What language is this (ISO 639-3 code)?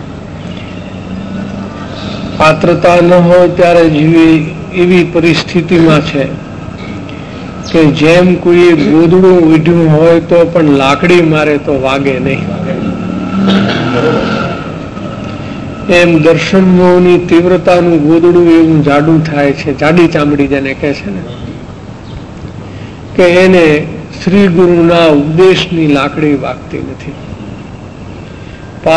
guj